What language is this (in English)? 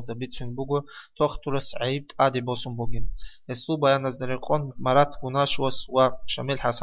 Avaric